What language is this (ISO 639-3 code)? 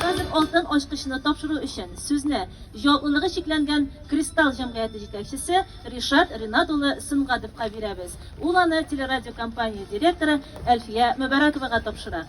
tat